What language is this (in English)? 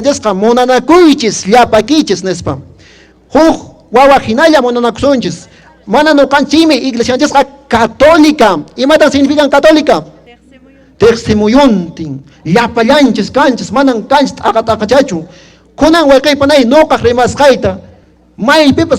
Quechua